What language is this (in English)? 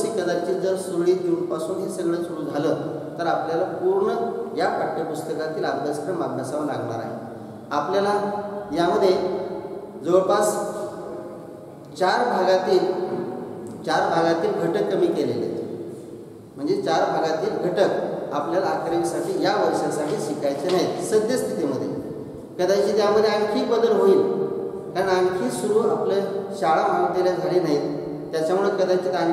Marathi